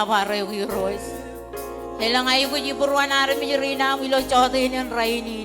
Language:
Marshallese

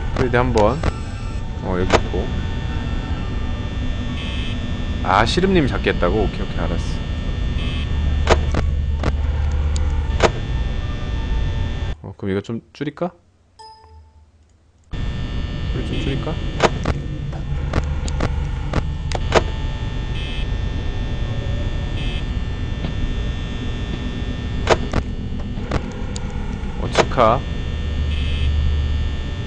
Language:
Korean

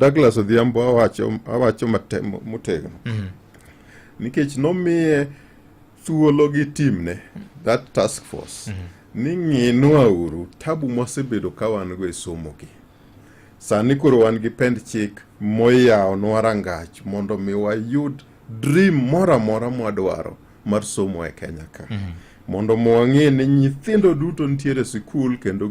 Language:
Luo (Kenya and Tanzania)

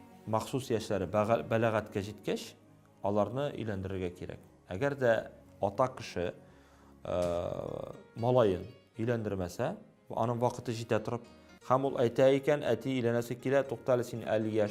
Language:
Tatar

